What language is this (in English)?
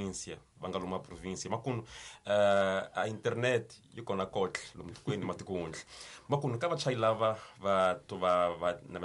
Tsonga